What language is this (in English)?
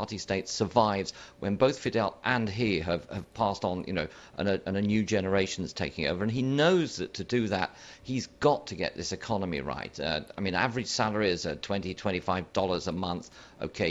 English